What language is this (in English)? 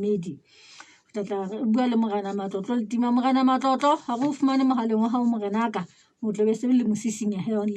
Southern Sotho